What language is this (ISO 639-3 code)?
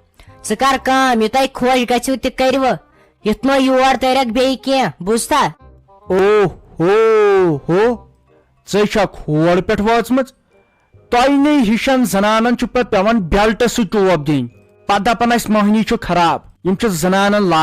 kas